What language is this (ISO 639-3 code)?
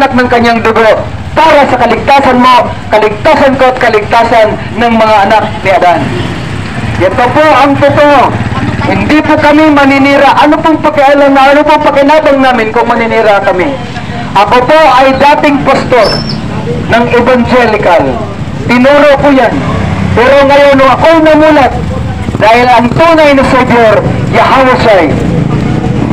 fil